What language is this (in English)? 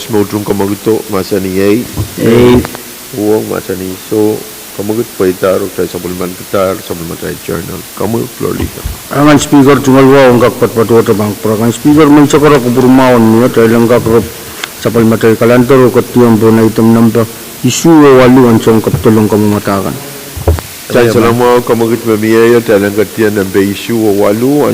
Pohnpeian